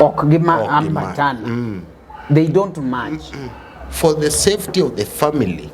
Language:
Luo (Kenya and Tanzania)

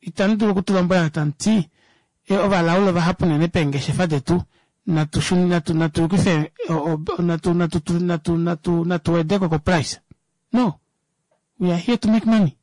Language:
Kuanyama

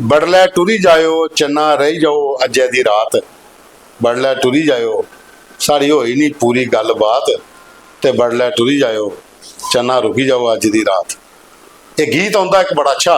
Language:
Dogri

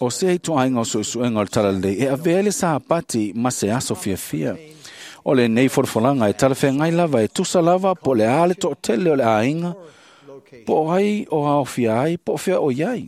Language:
Samoan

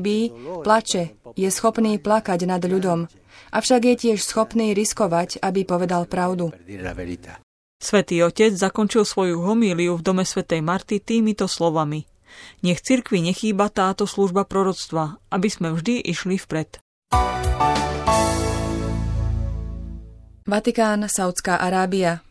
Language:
Slovak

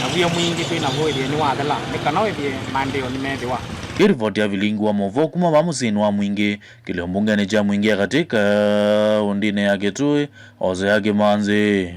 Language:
Kamba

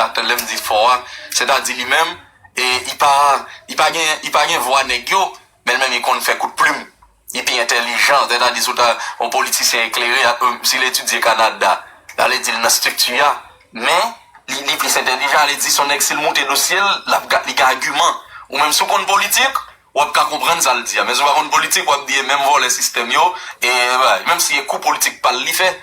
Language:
Haitian Creole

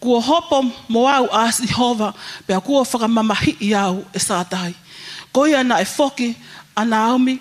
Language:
Tongan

